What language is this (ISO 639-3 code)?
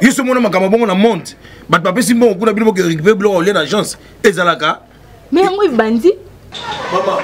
lin